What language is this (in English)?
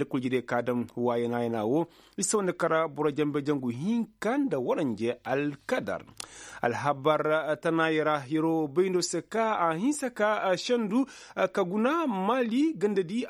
Koyraboro Senni